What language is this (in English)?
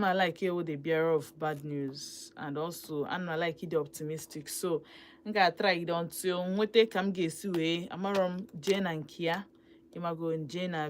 Igbo